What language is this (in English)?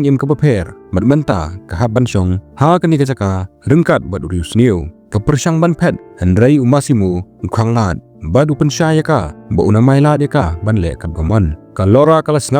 Khasi